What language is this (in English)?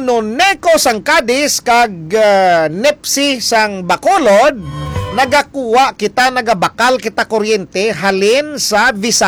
Hiligaynon